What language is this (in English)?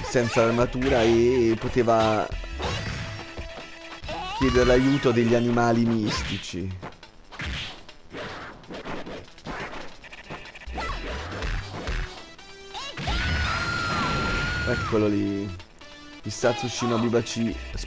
Italian